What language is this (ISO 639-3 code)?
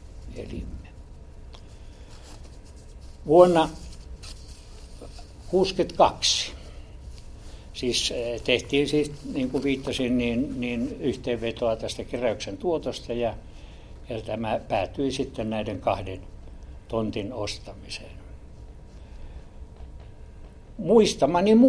fin